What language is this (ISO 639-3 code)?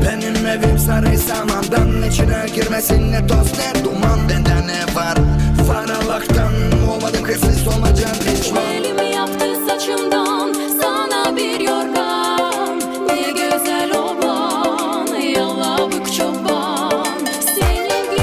gag